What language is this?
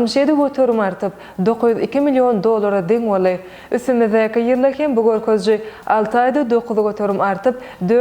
Turkmen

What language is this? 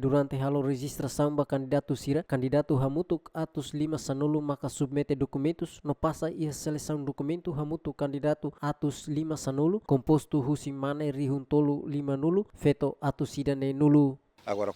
Tetum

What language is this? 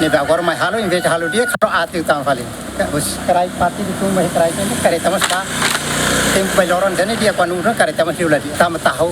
Tetum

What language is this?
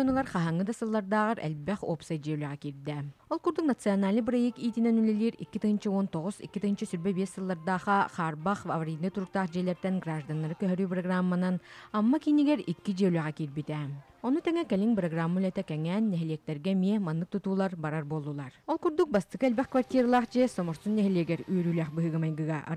Yakut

